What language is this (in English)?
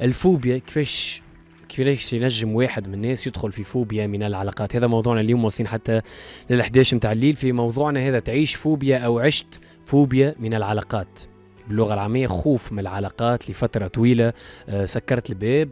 Tunisian Arabic